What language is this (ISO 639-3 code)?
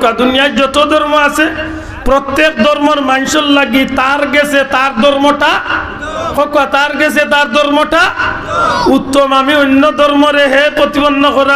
syl